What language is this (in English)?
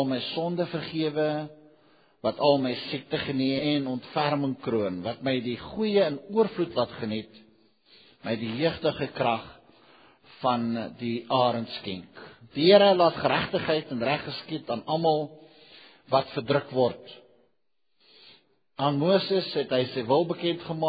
Afrikaans